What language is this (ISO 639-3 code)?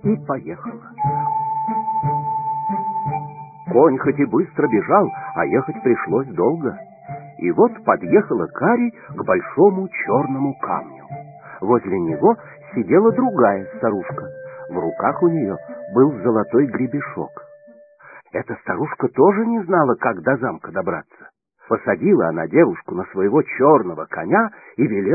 rus